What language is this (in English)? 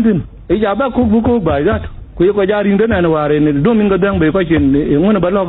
Dinka